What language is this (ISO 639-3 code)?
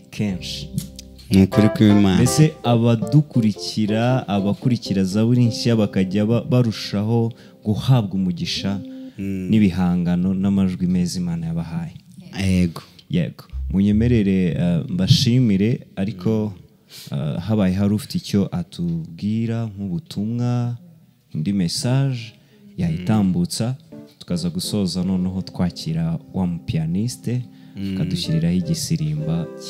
kin